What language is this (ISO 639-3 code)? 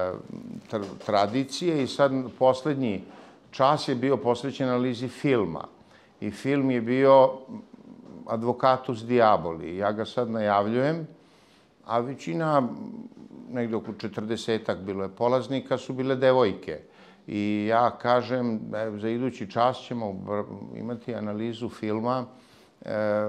srp